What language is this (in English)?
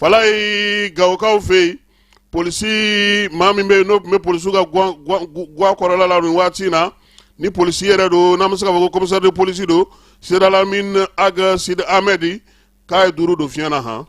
Bambara